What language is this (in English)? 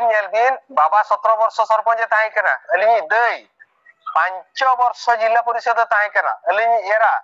Santali